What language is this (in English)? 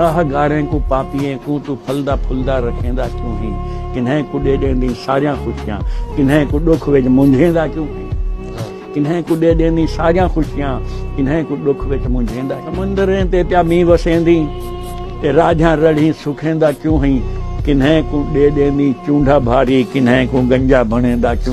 Saraiki